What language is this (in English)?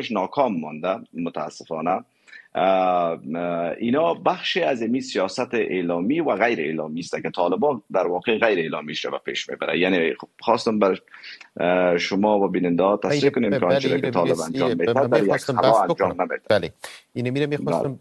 Persian